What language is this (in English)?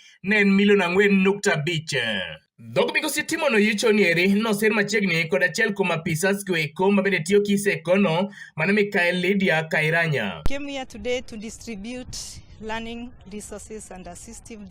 Luo (Kenya and Tanzania)